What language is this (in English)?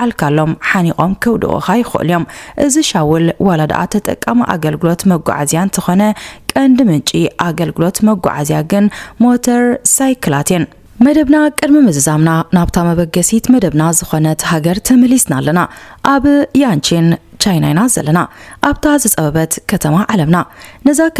Tigrinya